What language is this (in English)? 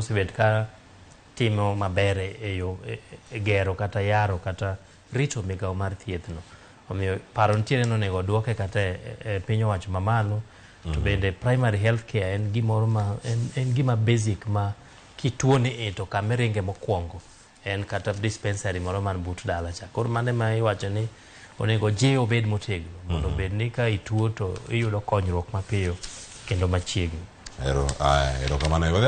Luo (Kenya and Tanzania)